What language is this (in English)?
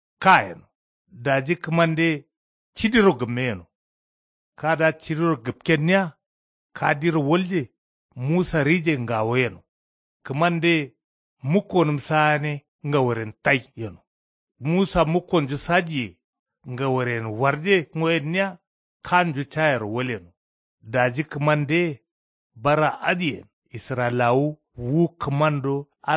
Kanuri